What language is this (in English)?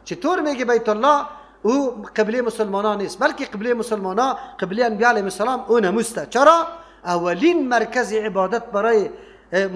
Persian